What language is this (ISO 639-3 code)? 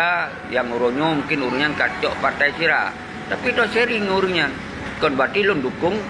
ace